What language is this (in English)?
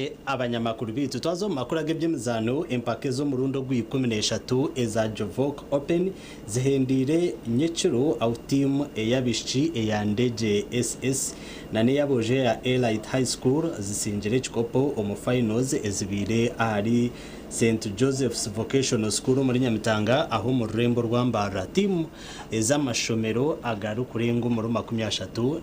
Nyankole